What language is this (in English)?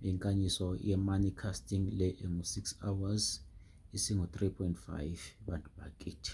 Zulu